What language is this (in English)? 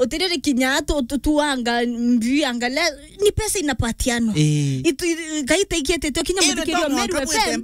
Meru